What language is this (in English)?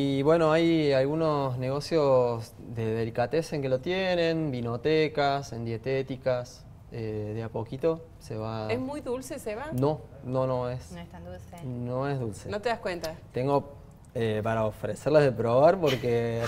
Spanish